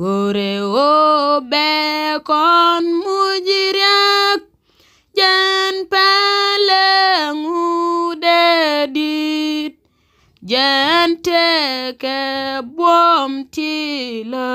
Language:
Nuer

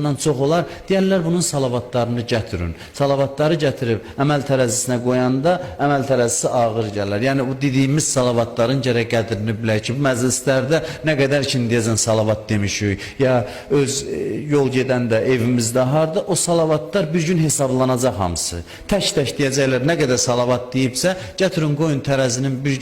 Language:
Azerbaijani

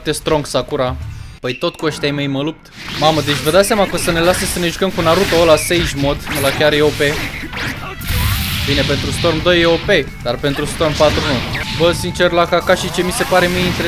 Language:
Romanian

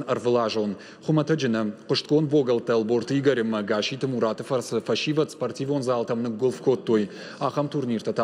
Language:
Ossetic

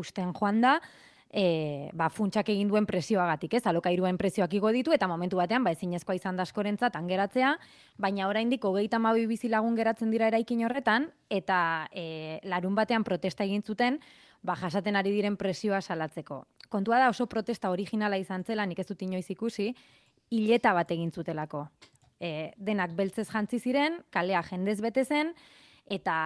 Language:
Basque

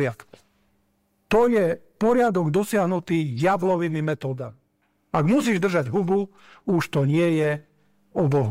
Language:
Slovak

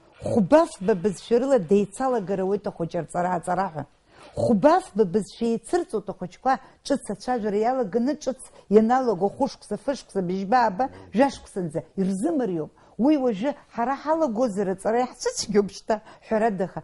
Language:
Abkhazian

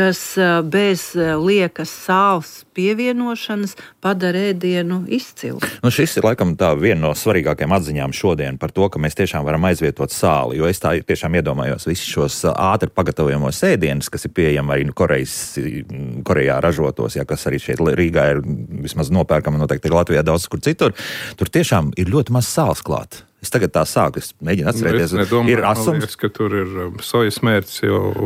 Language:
Latvian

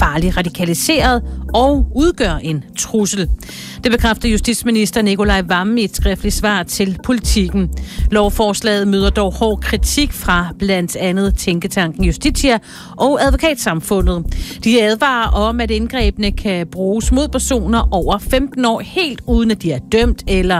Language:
Danish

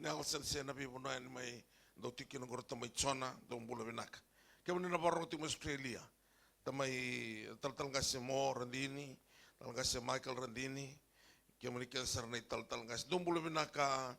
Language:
Fijian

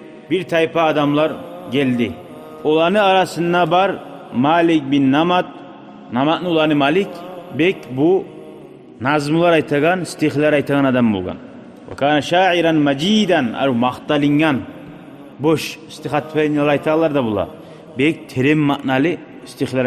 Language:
Kumyk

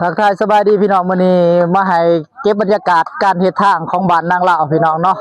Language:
Lao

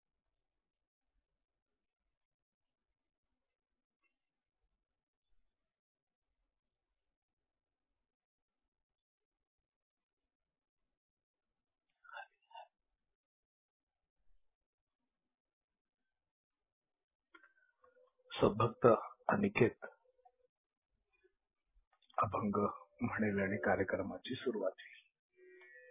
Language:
Marathi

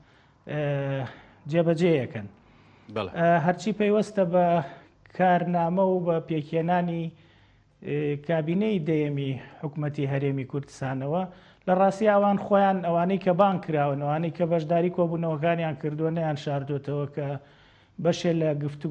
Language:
Central Kurdish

